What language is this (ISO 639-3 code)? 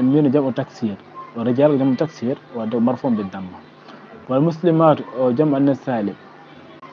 ful